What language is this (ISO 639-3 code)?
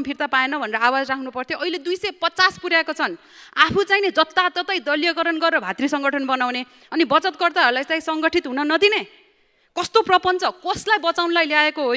nep